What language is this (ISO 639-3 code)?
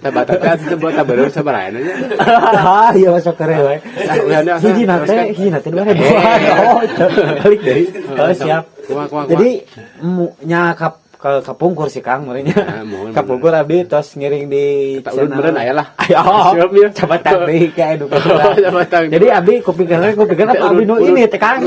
sun